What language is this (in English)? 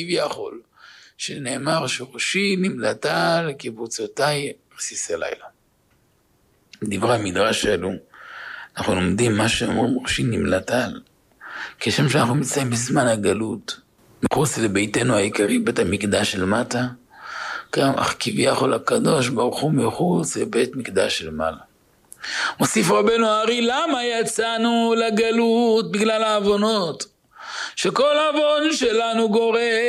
Hebrew